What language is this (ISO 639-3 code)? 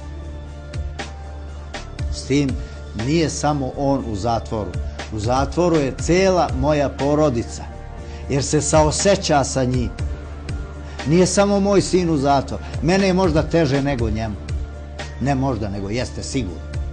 bos